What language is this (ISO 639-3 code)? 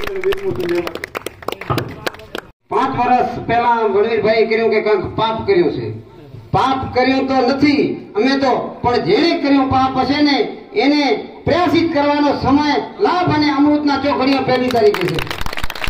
guj